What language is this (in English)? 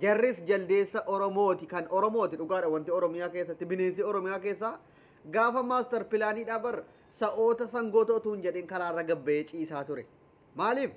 Oromo